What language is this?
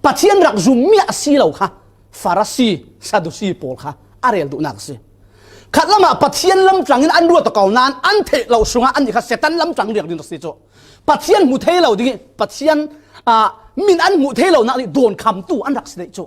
Falam Chin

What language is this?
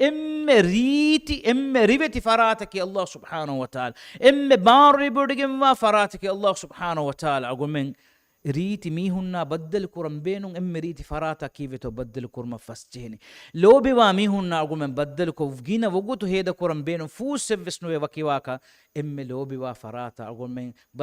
Divehi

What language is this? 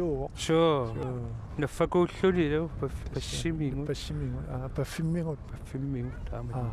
Kalaallisut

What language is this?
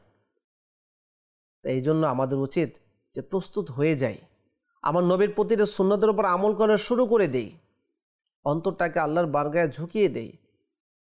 Bangla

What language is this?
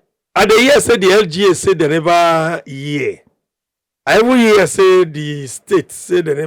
Nigerian Pidgin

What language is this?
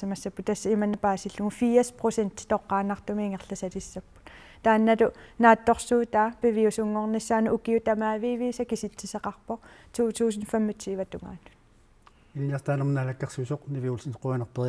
Kalaallisut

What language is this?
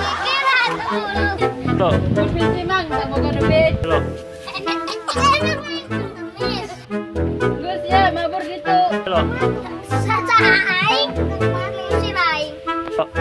Sundanese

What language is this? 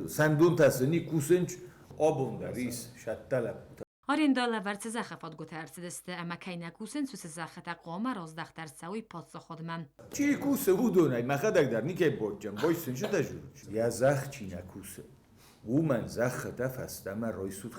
Ossetic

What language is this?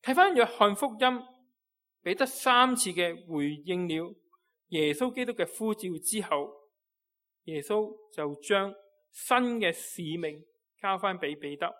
Cantonese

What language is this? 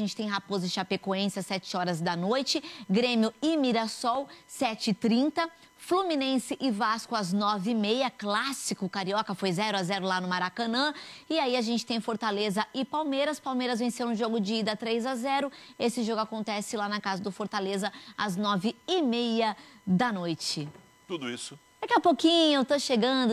Portuguese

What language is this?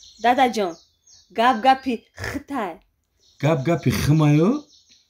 Tajik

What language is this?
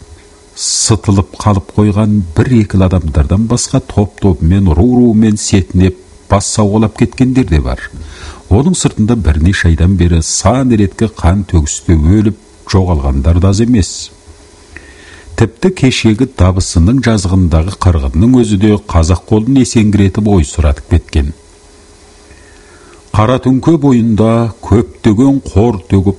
Kazakh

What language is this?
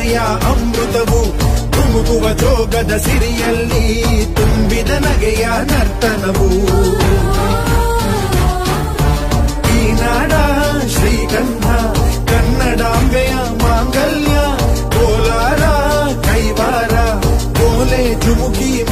Kannada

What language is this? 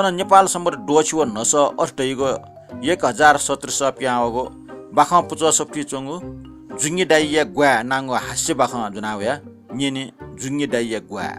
Newari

